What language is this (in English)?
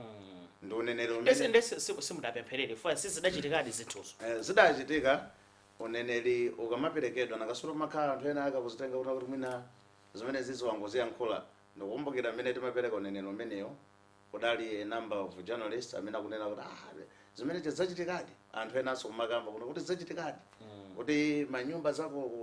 Nyanja